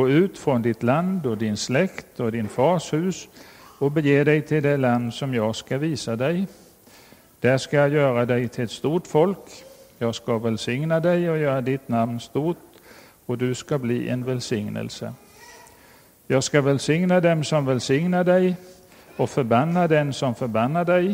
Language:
Swedish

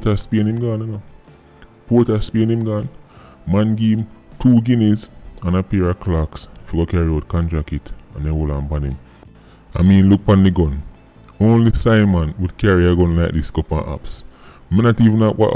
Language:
Jamaican Creole English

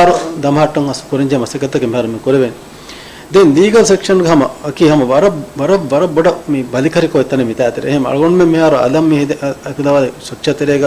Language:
Divehi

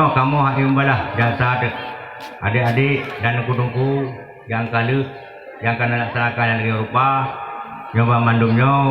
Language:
Achinese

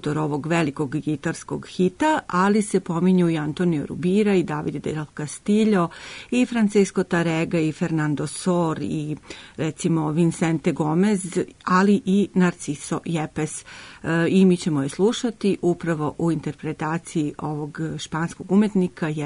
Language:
Serbian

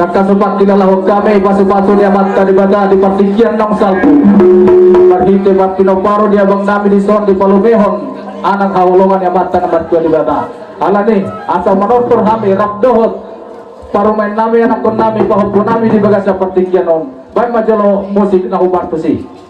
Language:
Batak Toba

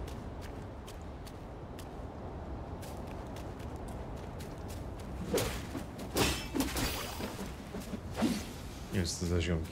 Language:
Polish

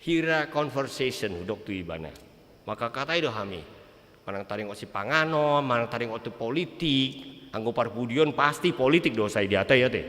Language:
Batak Toba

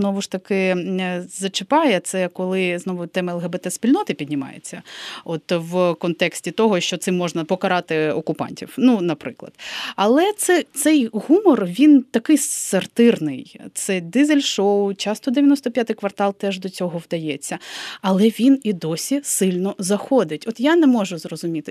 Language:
Ukrainian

